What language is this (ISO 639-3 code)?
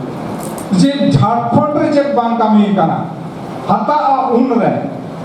sat